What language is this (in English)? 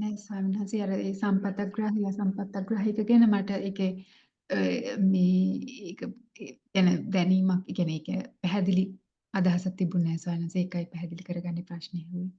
Sinhala